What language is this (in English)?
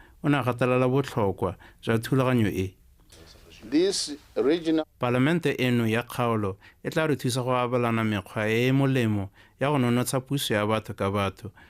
Tswana